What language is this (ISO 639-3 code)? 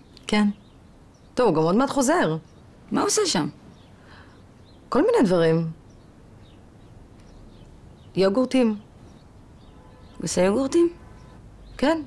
heb